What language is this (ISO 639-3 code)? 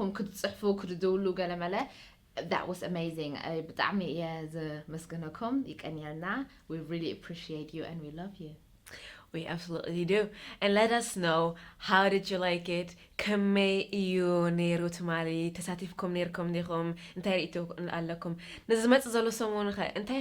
tir